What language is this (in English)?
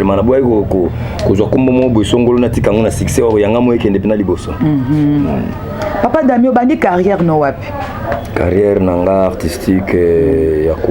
Lingala